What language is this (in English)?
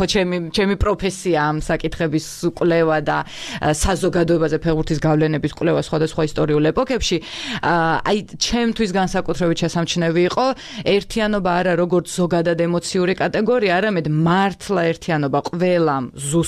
Georgian